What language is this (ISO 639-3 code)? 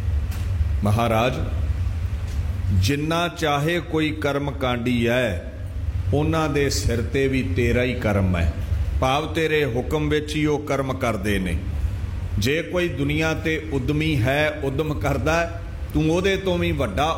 pan